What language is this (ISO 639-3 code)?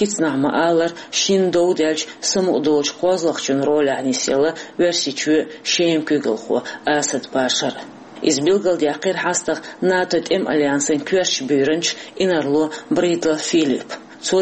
che